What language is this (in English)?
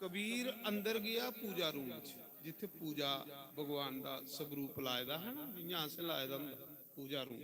Dogri